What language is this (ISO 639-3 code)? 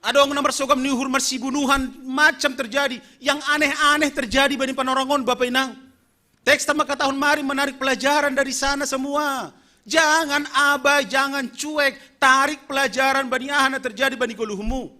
bts